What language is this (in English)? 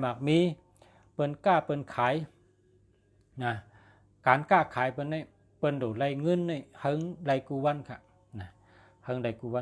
Shan